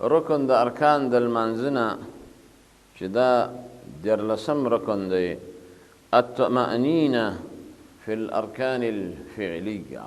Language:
Pashto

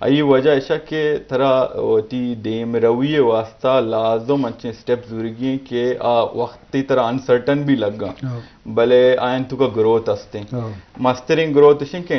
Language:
Eastern Balochi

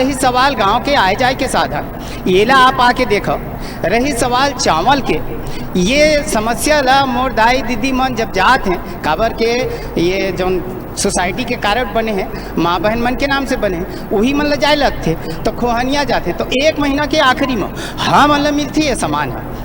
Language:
Chhattisgarhi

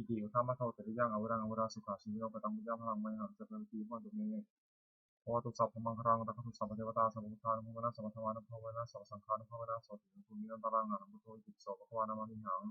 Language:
Pali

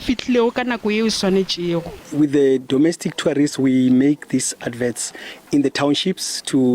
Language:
Northern Sotho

